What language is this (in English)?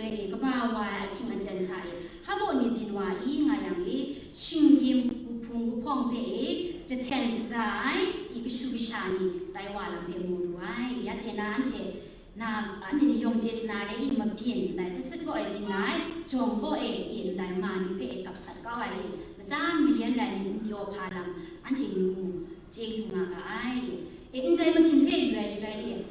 Kachin